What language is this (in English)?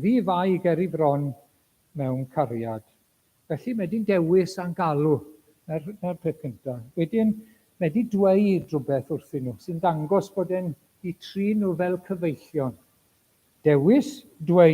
Welsh